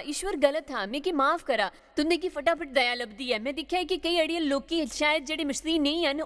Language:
Dogri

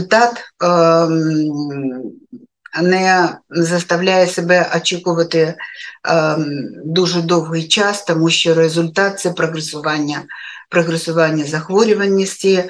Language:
Ukrainian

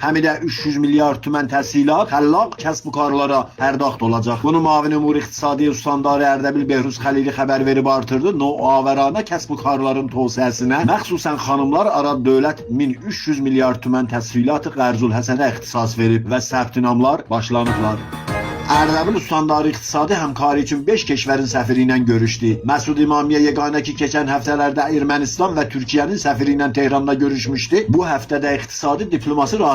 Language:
Azerbaijani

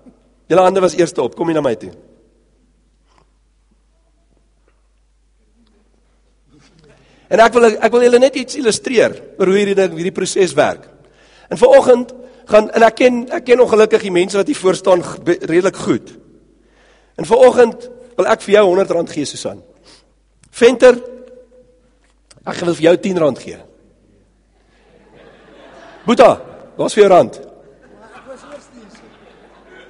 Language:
Afrikaans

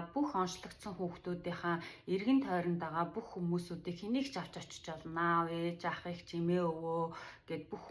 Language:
Mongolian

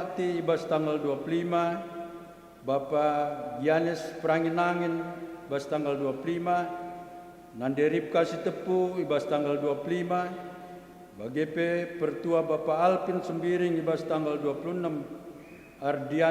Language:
Batak Karo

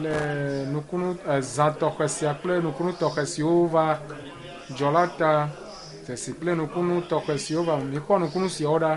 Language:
Ewe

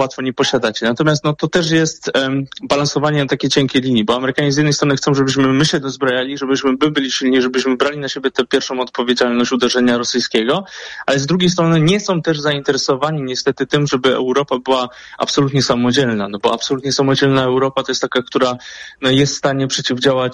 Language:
Polish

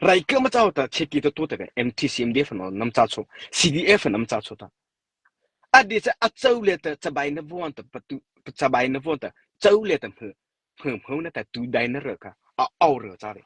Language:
Mara Chin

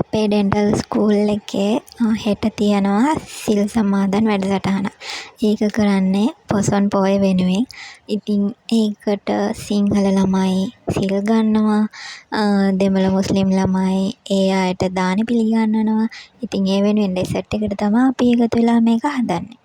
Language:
Sinhala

